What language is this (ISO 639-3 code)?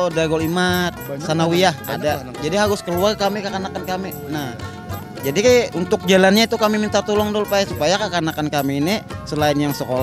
bjn